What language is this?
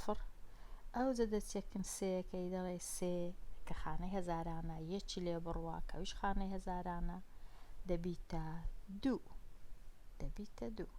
Central Kurdish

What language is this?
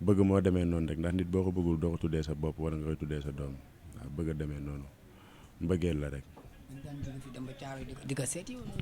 Wolof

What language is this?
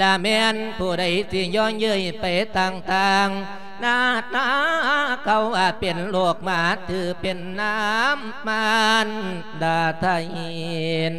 Lao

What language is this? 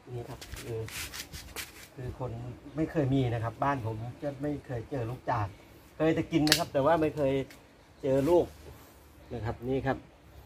Thai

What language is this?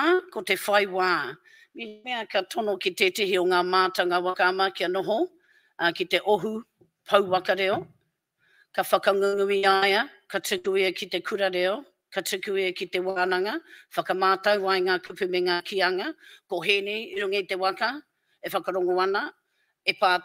Māori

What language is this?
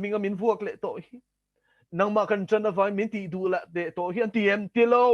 Mizo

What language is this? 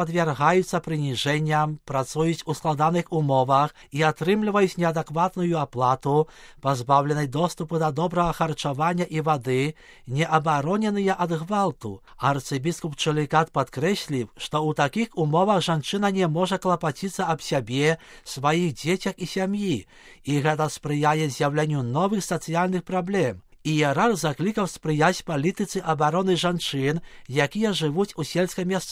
Belarusian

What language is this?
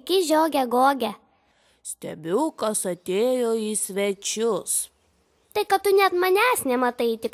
Lithuanian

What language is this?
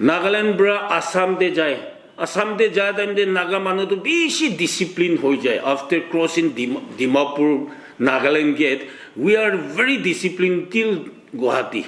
Naga Pidgin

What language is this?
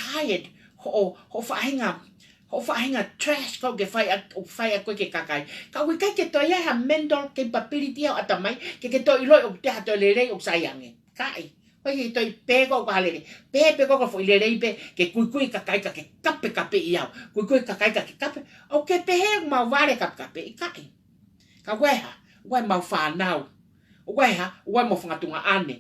Tongan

